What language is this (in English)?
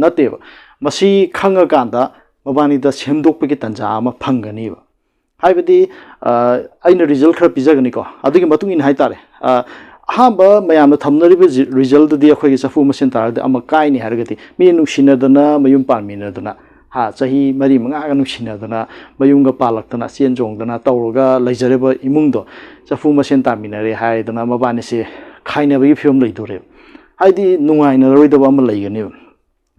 Manipuri